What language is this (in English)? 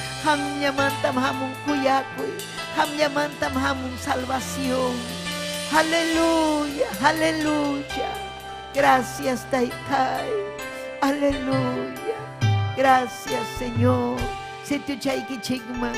Ayacucho Quechua